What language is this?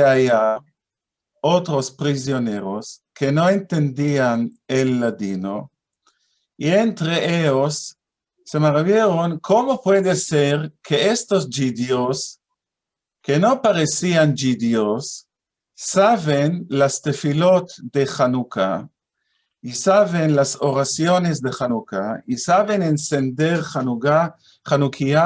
Ladino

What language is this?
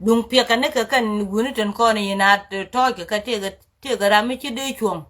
Nuer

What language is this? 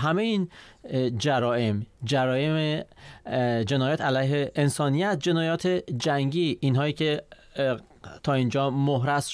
Persian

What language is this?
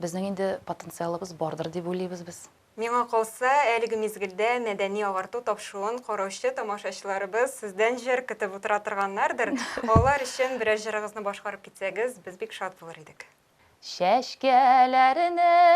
Tatar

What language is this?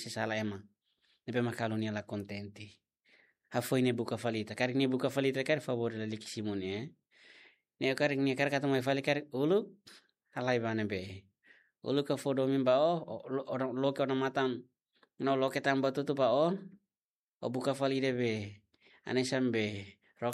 Tetum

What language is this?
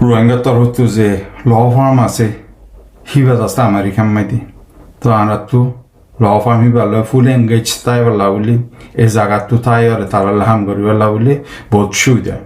Rohingya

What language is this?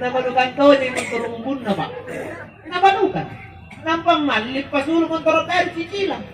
Makasar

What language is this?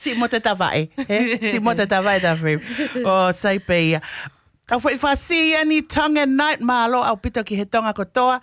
Tongan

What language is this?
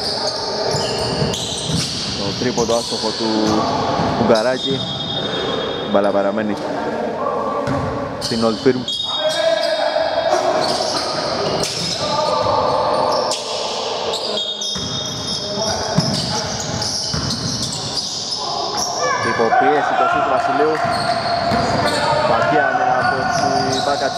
Greek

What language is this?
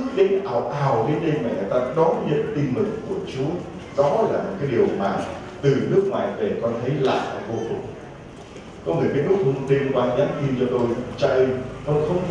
Vietnamese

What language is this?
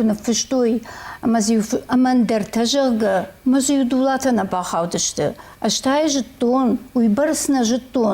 Ossetic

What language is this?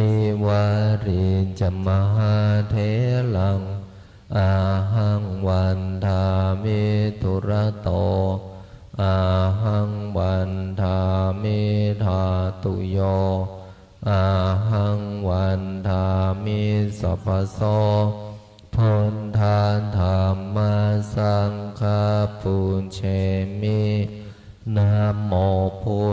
Pali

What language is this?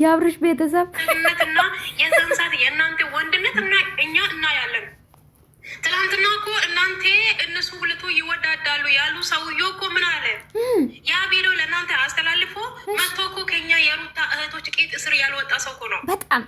Amharic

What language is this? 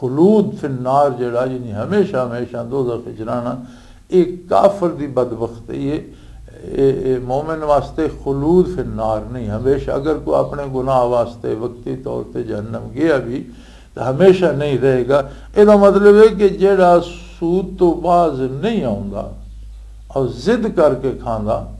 Western Panjabi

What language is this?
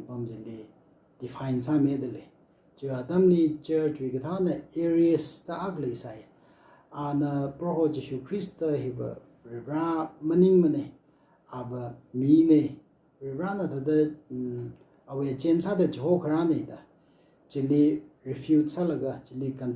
Tangkhul Naga (India)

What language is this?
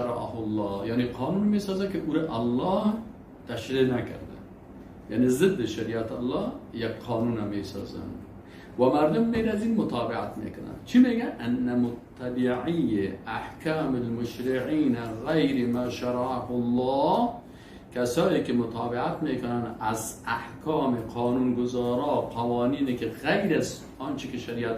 Persian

